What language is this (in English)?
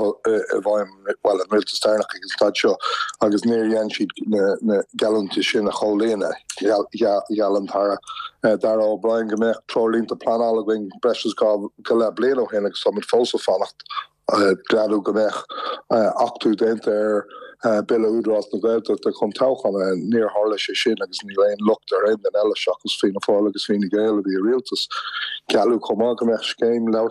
Irish